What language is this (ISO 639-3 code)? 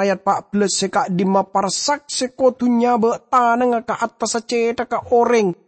mad